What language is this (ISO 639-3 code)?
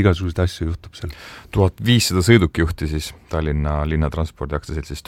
est